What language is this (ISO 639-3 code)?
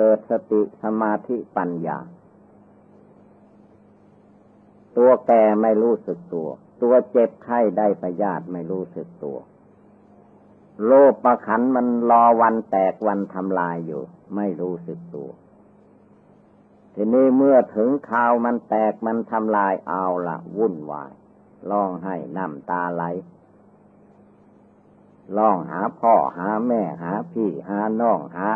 tha